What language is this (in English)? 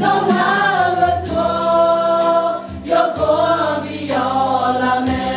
Akha